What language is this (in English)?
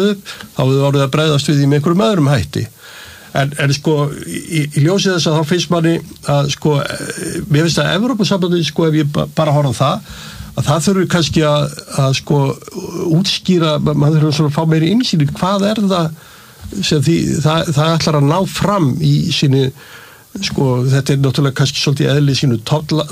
Icelandic